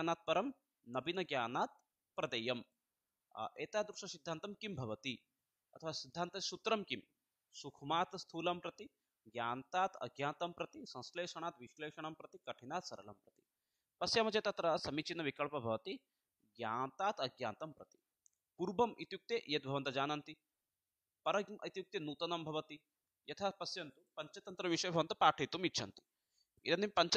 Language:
Sanskrit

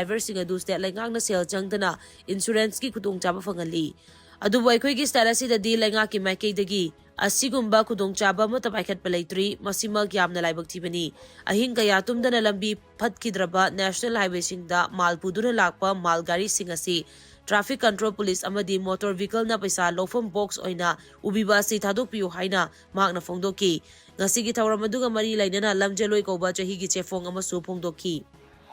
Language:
Manipuri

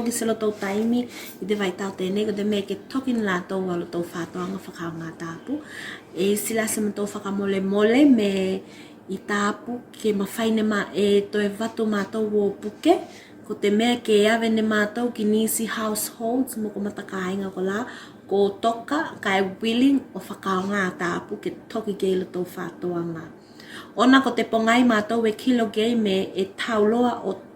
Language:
Tuvalu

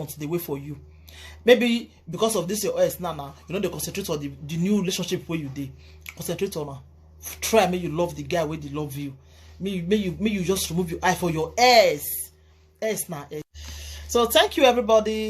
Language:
Nigerian Pidgin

